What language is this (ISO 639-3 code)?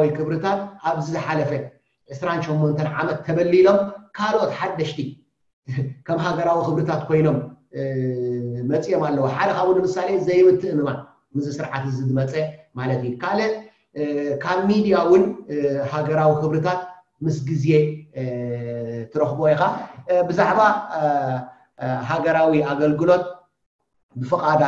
tir